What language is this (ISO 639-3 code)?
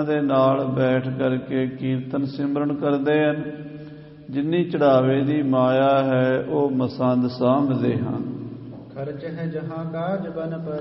pan